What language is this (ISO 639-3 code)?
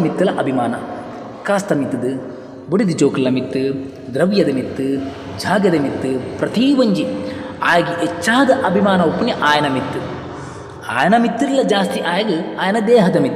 tcy